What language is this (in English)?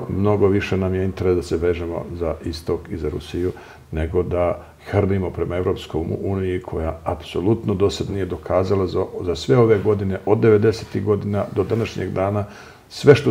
Serbian